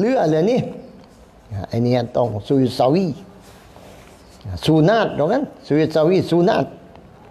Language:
Thai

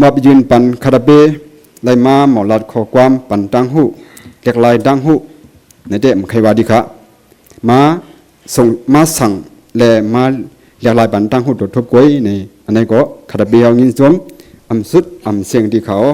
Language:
Shan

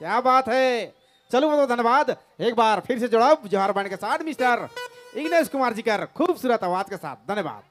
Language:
Sadri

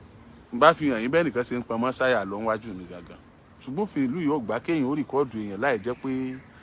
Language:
Yoruba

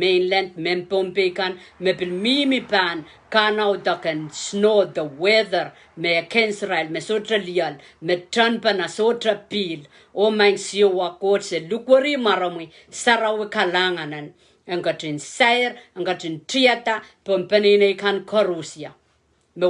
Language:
Pohnpeian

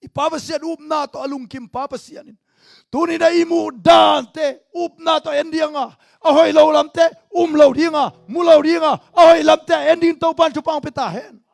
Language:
Tedim Chin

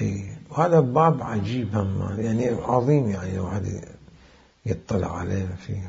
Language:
Mesopotamian Arabic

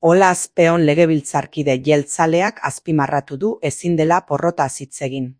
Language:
Basque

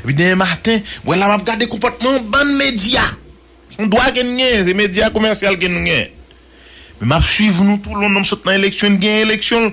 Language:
Haitian Creole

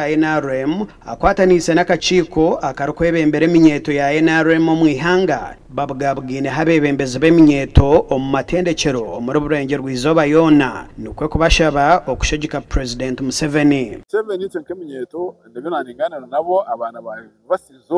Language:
Nyankole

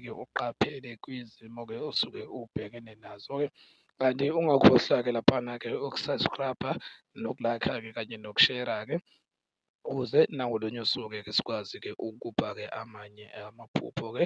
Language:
Zulu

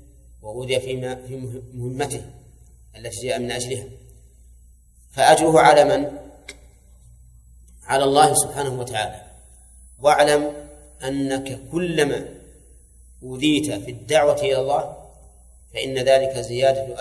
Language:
Arabic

